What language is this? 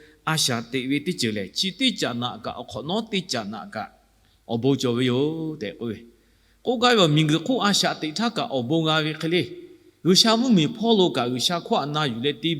Lahu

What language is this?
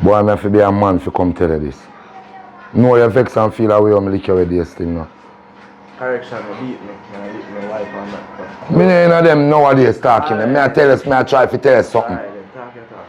Jamaican Creole English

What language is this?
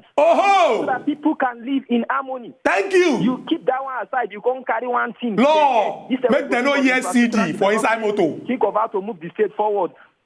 Nigerian Pidgin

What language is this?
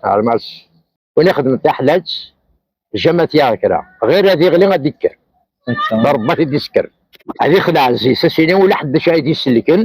Kabyle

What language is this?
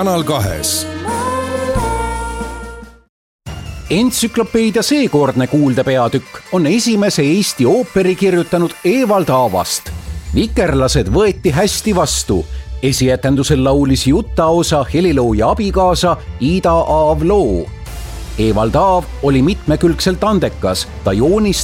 Estonian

